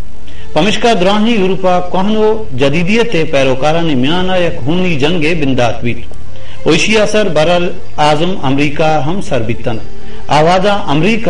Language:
Baluchi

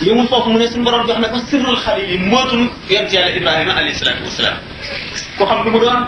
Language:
Wolof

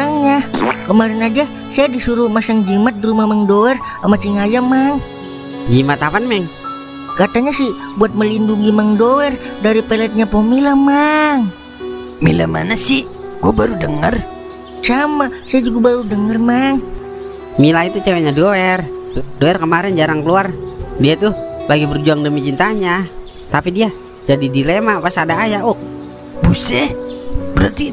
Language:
Betawi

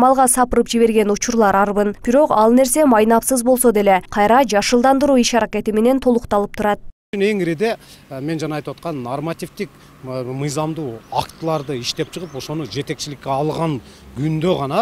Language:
Kyrgyz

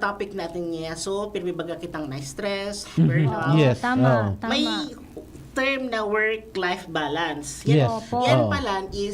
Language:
Bikol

